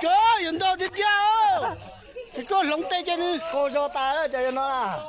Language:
Hmong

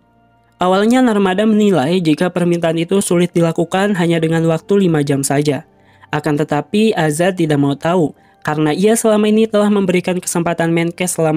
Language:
Indonesian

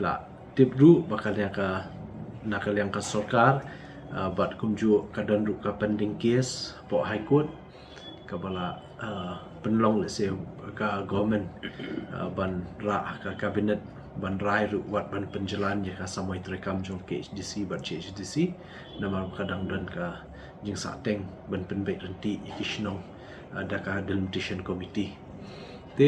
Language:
Khasi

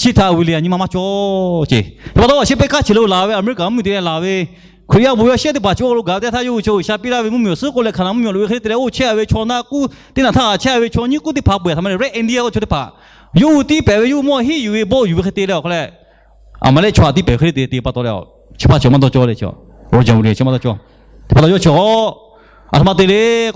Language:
Lahu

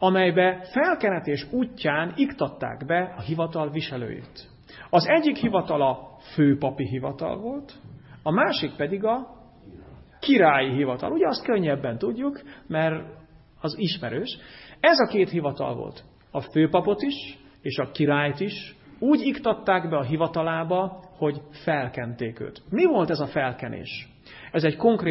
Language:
Hungarian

